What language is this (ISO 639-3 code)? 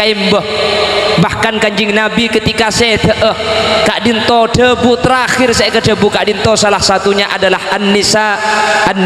mad